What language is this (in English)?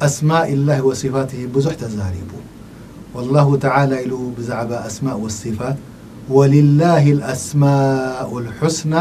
Tigrinya